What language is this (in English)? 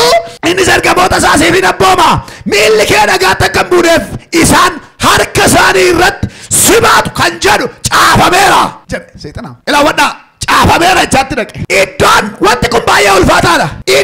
Oromo